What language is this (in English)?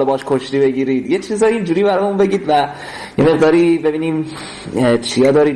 Persian